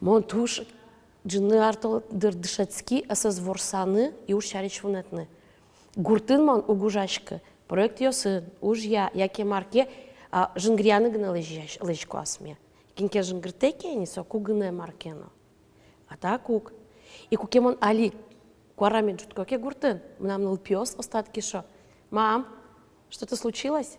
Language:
Udmurt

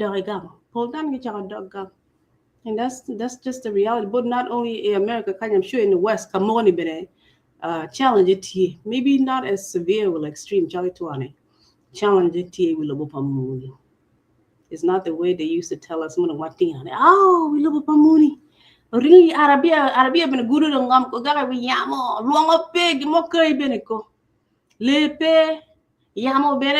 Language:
Acoli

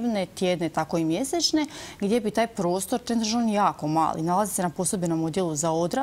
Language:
Croatian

